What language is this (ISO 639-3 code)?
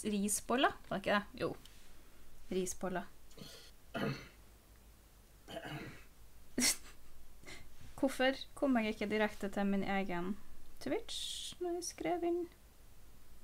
nor